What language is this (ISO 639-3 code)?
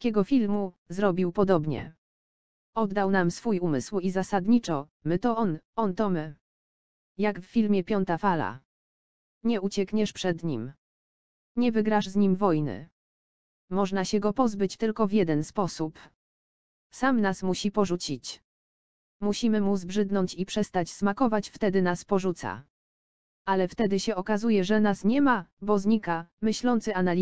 pol